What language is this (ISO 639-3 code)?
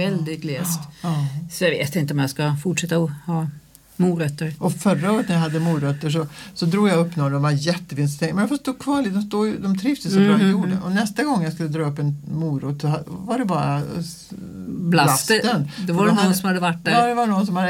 swe